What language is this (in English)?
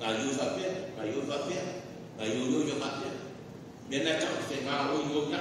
Samoan